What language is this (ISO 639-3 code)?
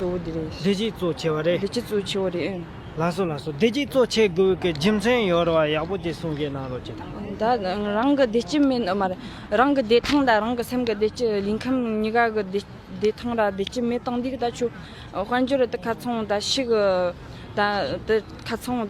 bod